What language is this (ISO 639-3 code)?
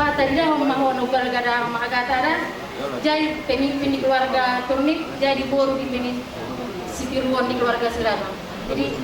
bbc